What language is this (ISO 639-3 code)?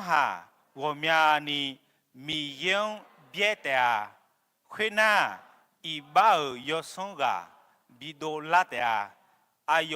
ahk